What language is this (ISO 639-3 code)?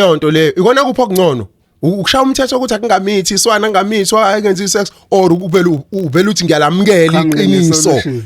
zul